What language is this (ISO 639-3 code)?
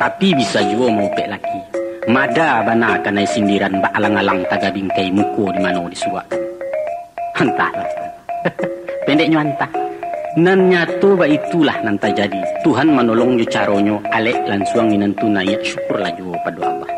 min